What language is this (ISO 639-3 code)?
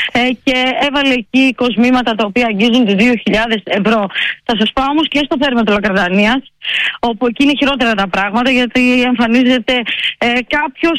ell